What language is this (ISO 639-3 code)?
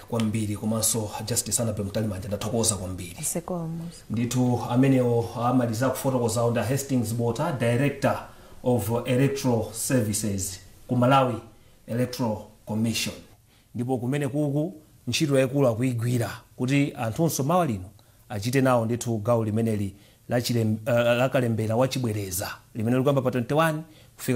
nya